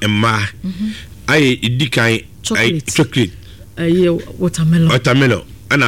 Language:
Akan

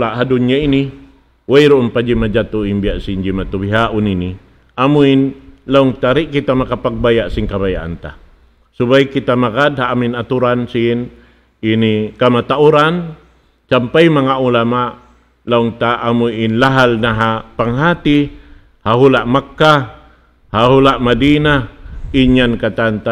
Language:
Tausug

